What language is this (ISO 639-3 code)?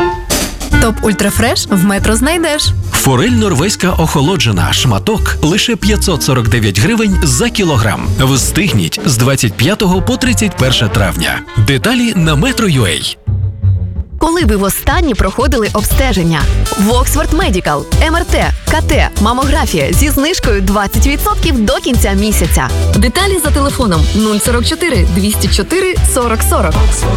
ukr